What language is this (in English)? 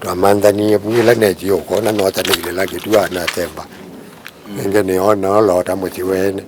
Kamba